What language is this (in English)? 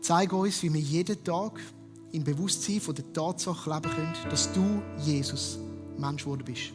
Swiss German